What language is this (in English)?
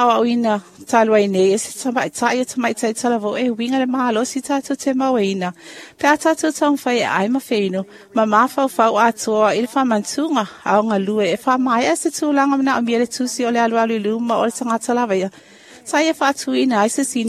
Samoan